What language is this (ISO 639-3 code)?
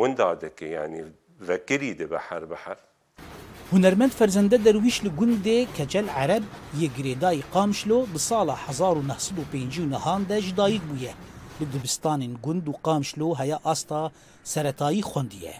kur